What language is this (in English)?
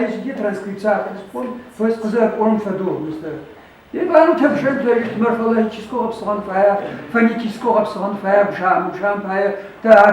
Adyghe